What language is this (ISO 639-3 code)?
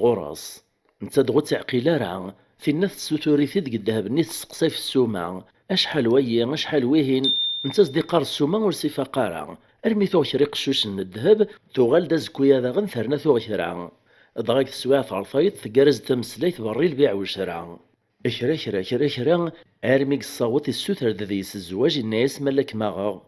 kab